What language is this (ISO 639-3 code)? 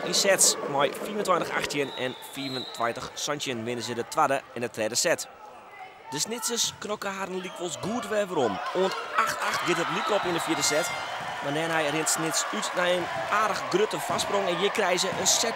fry